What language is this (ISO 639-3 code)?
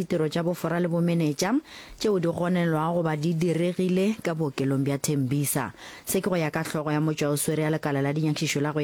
nso